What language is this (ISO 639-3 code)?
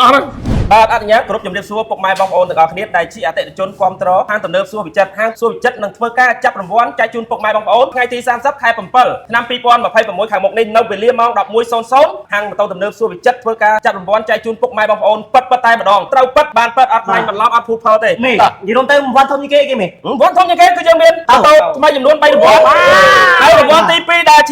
khm